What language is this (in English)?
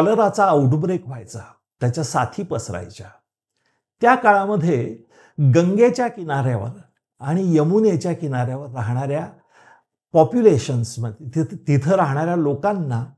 Marathi